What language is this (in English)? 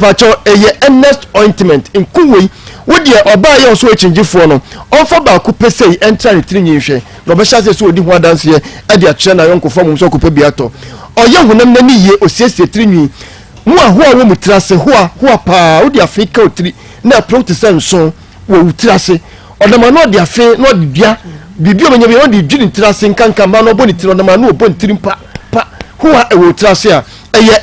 Akan